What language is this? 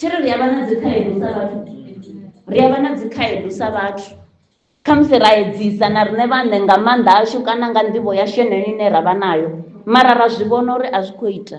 Venda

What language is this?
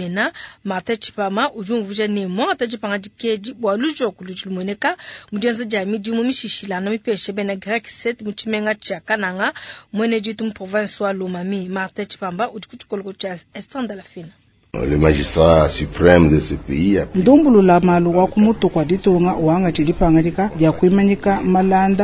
Luba-Lulua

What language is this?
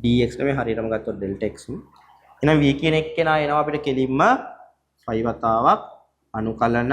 Sinhala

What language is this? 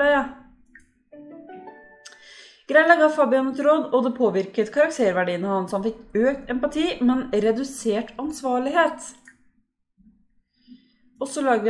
Norwegian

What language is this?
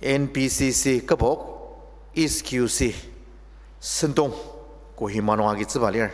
Ao Naga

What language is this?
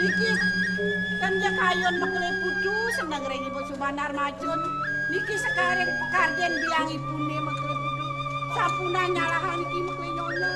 Balinese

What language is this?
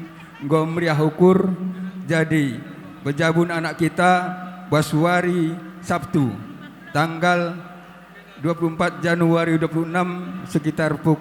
Batak Karo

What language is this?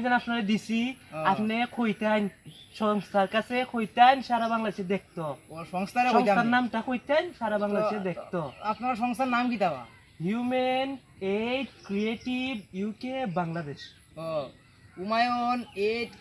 Sylheti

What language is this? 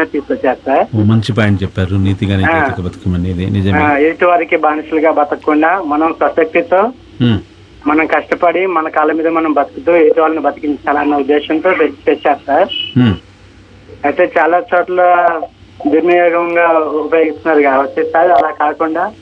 Telugu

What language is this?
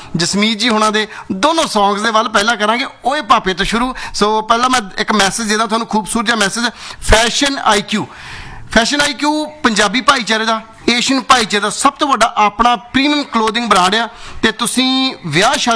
Punjabi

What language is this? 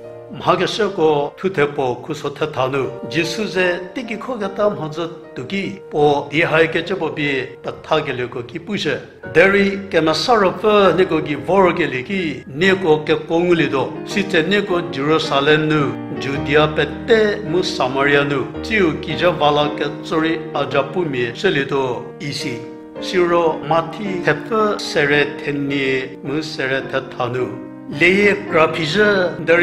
Angami Naga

